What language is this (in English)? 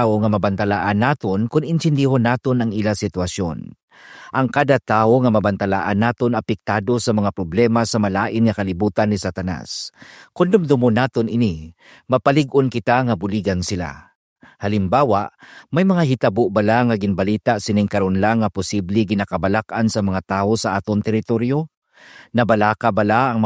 Hiligaynon